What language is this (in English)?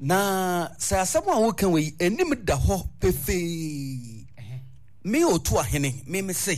Akan